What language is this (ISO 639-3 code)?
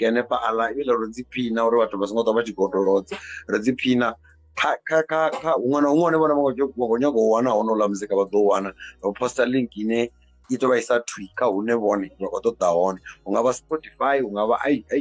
ven